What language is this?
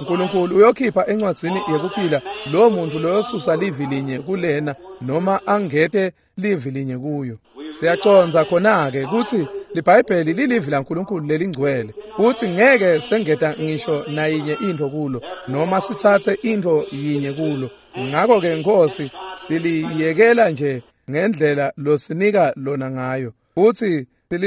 Swati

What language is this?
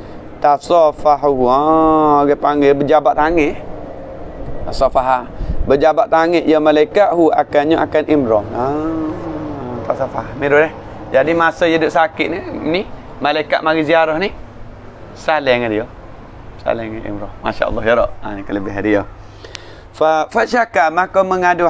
Malay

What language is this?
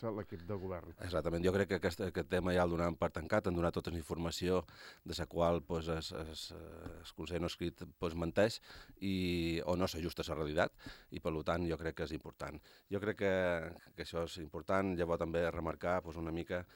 Catalan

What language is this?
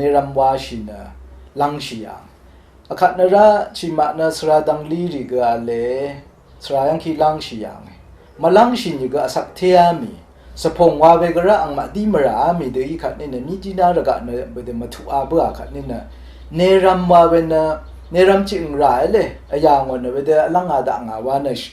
Rawang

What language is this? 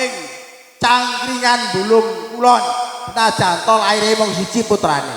Javanese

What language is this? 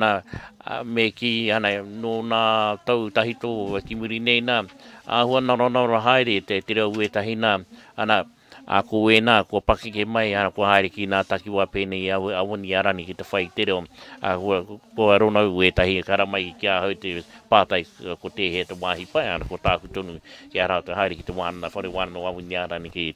Māori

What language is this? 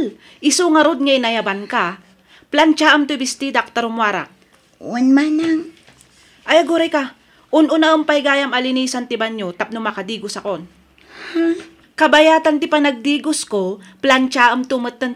Iloko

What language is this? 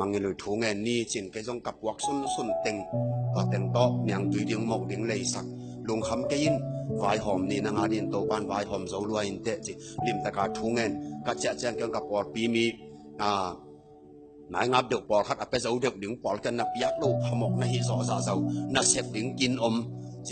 Tedim Chin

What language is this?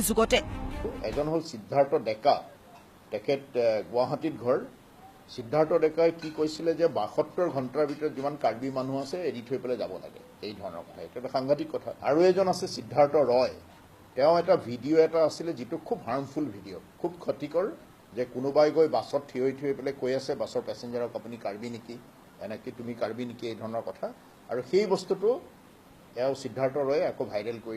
Assamese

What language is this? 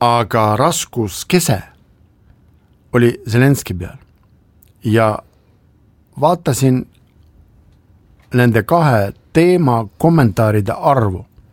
Estonian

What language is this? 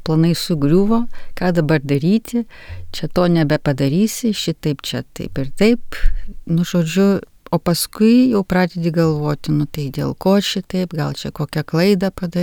Lithuanian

